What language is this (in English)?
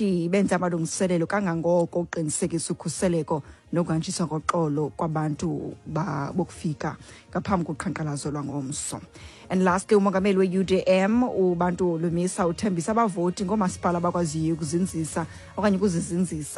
Xhosa